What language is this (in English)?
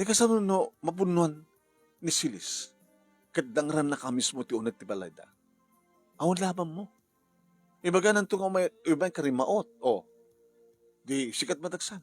Iloko